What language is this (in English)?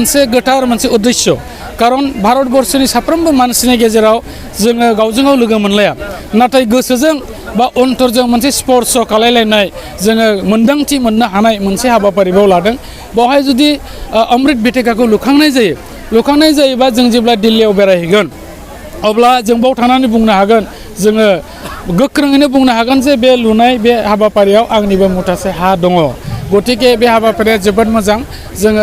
Bodo